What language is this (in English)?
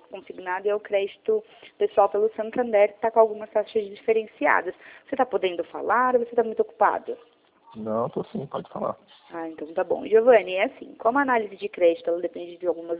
Portuguese